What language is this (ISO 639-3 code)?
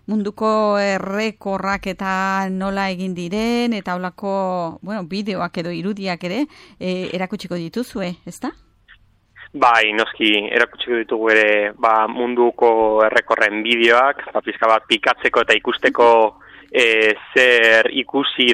eus